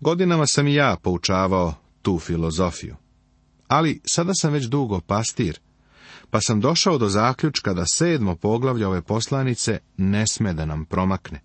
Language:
Serbian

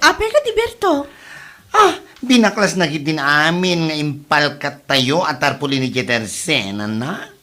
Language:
Iloko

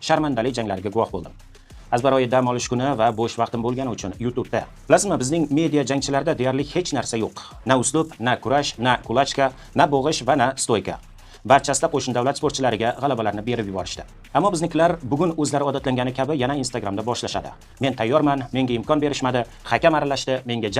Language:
Uzbek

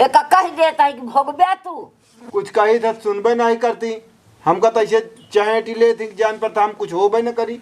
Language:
Awadhi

